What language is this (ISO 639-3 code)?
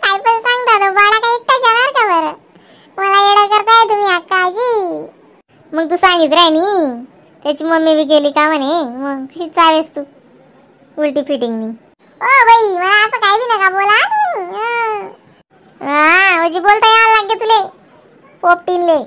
khn